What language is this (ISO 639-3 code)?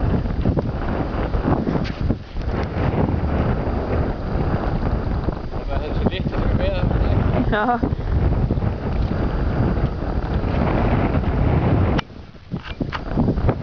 isl